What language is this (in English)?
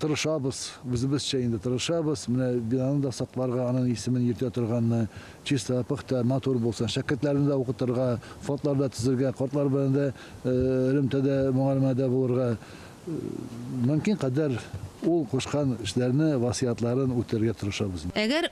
Tatar